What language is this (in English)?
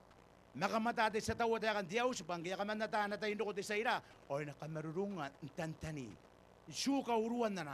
Gilbertese